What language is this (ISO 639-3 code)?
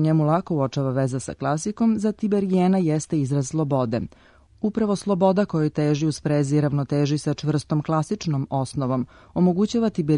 srp